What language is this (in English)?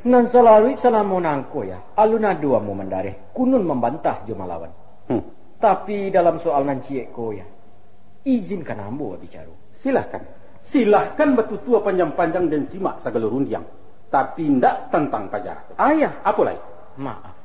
Minangkabau